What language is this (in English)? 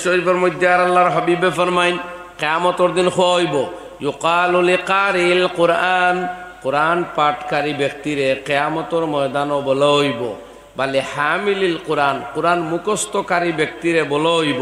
Sylheti